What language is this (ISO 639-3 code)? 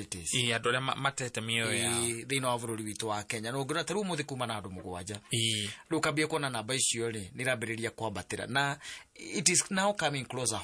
kik